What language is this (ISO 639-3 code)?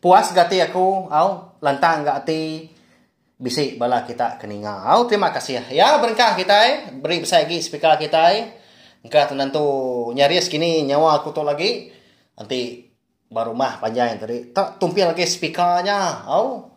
iba